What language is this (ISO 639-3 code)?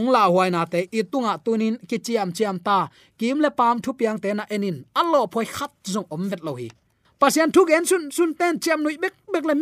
ctd